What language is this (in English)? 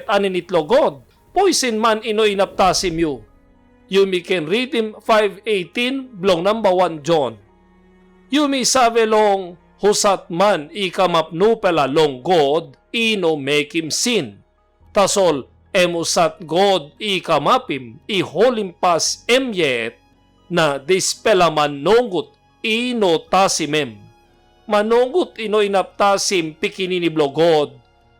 Tok Pisin